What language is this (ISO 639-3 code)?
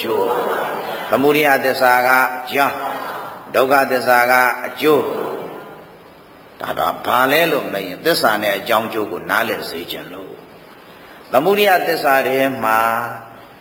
mya